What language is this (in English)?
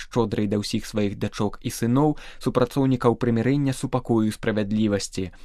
Belarusian